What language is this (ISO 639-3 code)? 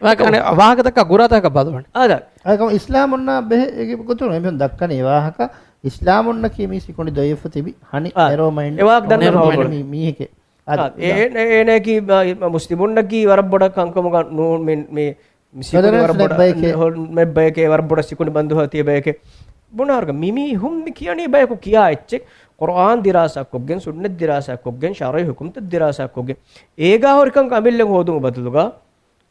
div